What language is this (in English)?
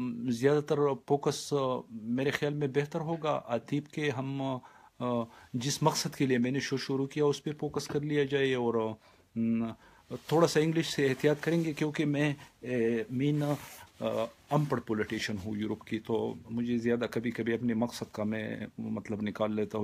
Urdu